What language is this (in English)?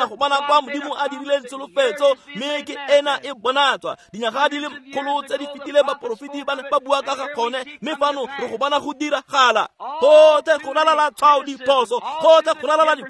Tswana